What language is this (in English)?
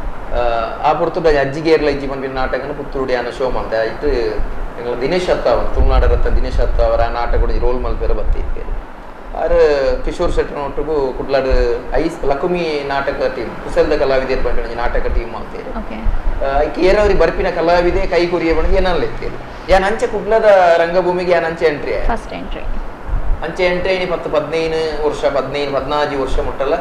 Tulu